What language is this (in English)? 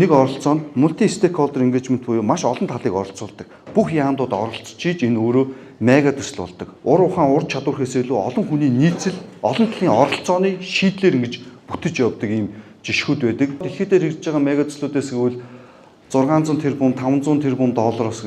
Mongolian